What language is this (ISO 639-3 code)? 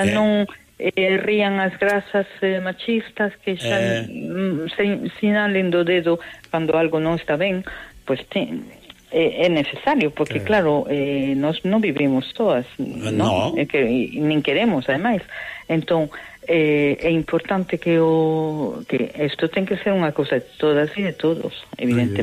glg